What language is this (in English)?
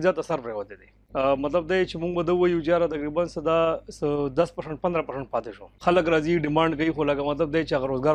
Pashto